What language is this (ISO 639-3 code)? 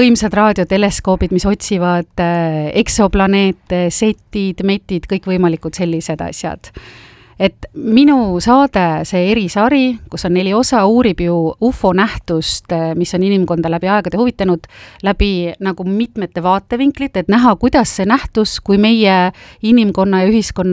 est